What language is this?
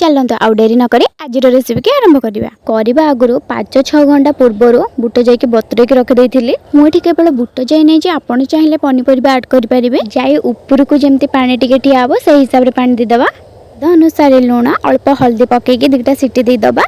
Odia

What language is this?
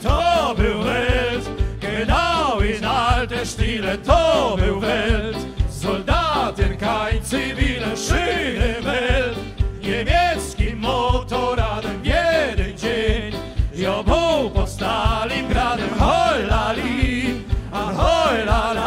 Silesian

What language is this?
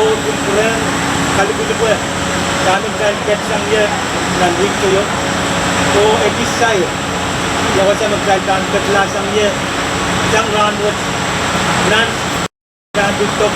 Pohnpeian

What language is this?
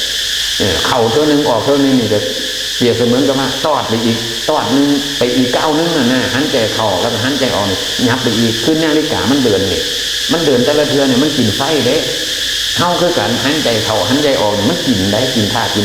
Northeastern Thai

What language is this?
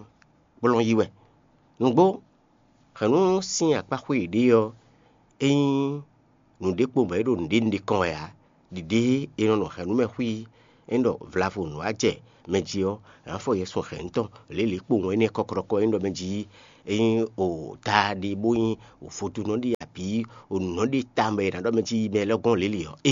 Fon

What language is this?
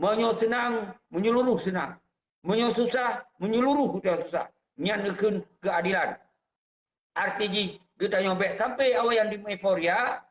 Achinese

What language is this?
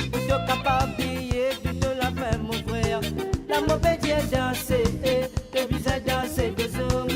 Morisyen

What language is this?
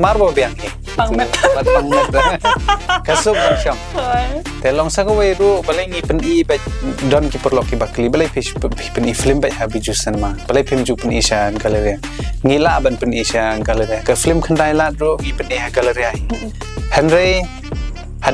Khasi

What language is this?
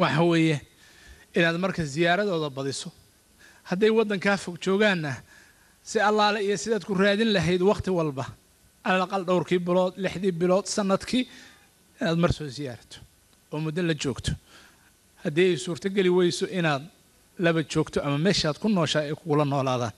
Somali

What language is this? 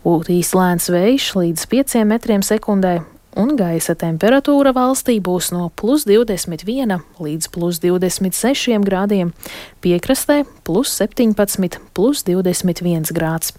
Latvian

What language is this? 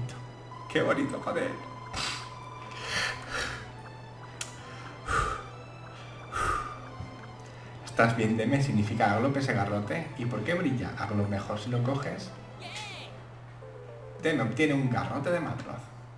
Spanish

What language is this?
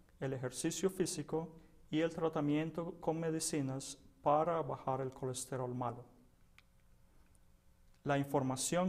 Spanish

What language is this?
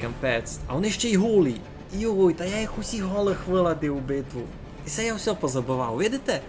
Rusyn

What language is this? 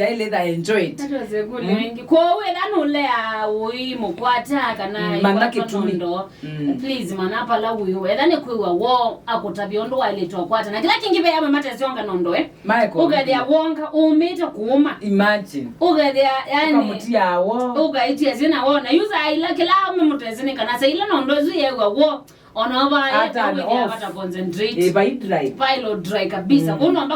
Kamba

